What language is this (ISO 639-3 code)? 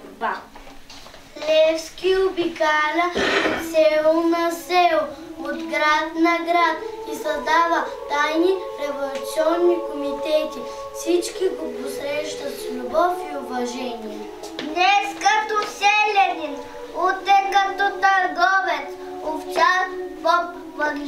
bul